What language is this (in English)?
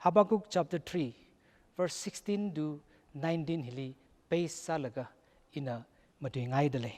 Tangkhul Naga (India)